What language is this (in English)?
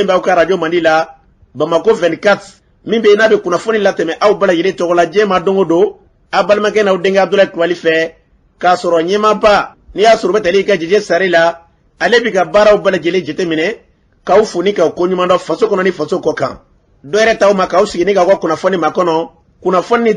Bambara